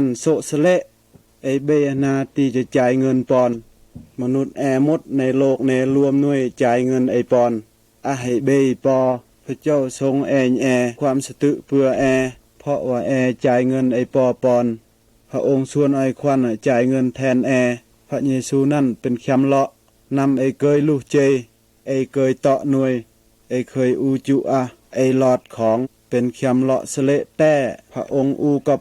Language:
Mal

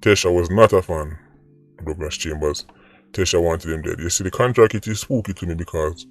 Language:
Jamaican Creole English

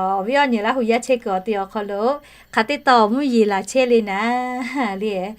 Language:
Lahu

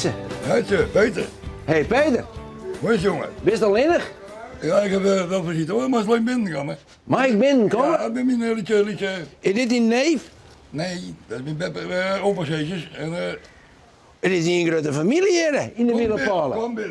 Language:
Western Frisian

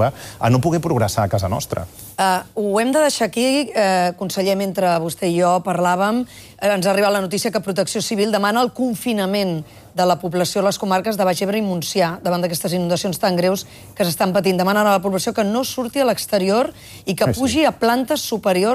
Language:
Catalan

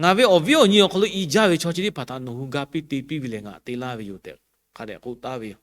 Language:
Lahu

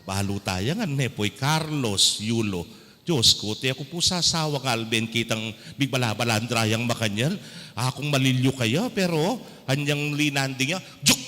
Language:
Pampanga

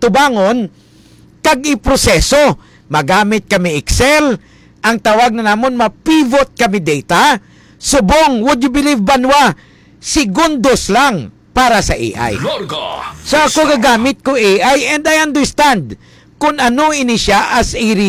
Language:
Hiligaynon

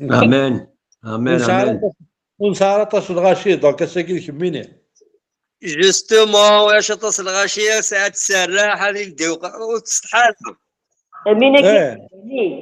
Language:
Kabyle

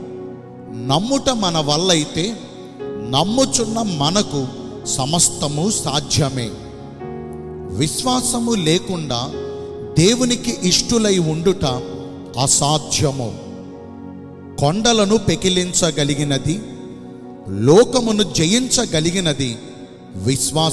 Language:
Telugu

